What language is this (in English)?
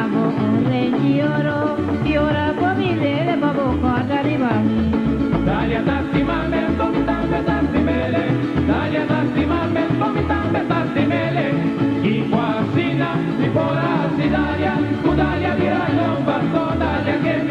Papiamento